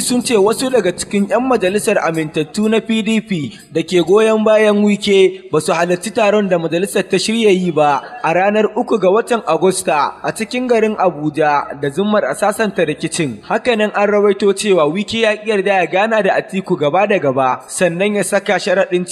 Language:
Hausa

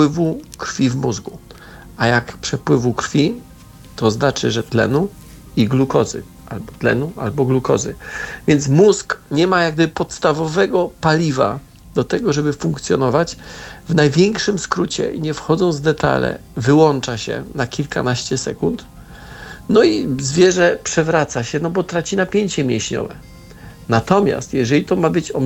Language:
Polish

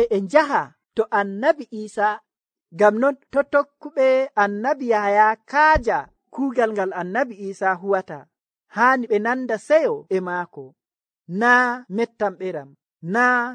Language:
Nigerian Fulfulde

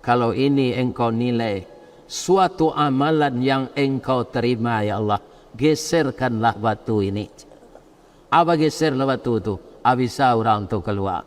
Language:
Minangkabau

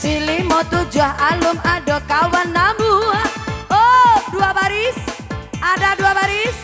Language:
Minangkabau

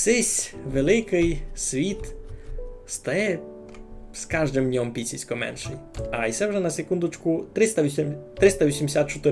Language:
Rusyn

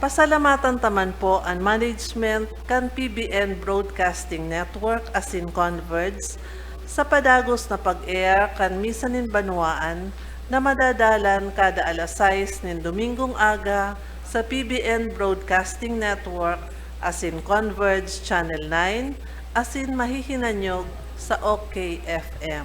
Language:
Bikol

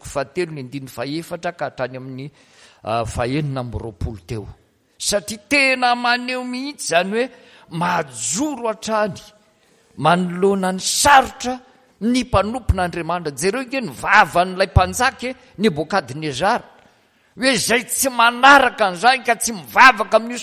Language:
Malagasy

